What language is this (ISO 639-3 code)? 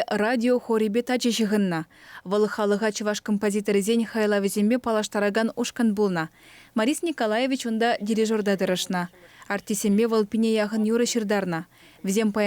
chv